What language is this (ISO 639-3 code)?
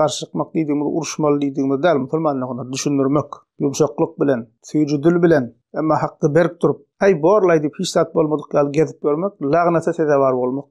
tuk